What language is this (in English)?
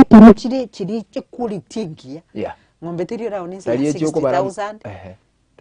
Gusii